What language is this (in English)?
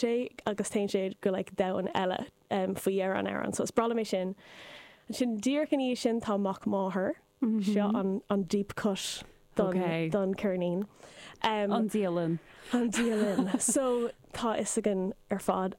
Irish